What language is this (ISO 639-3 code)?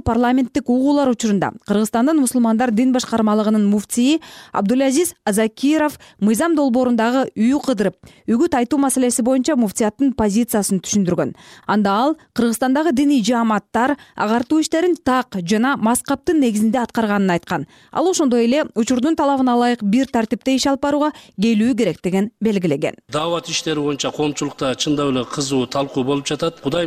kir